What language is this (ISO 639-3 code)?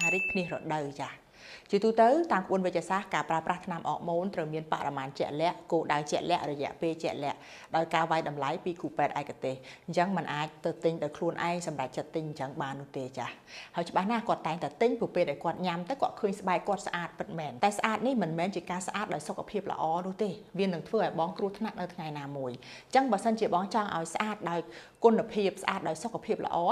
khm